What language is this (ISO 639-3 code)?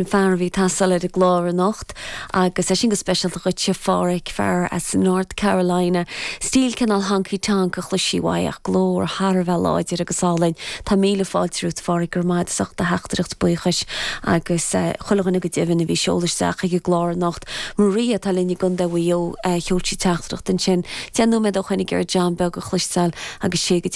gle